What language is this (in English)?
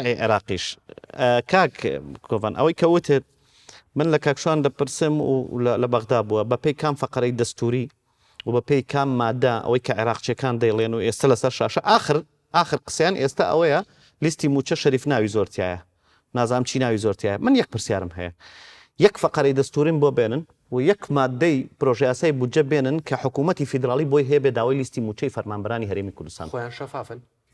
Central Kurdish